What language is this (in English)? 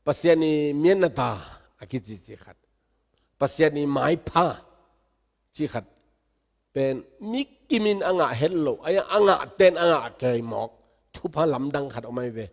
Tedim Chin